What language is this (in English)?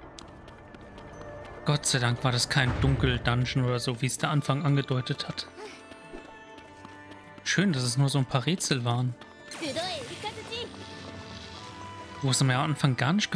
German